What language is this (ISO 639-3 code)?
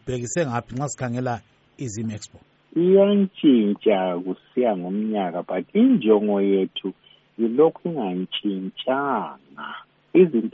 nde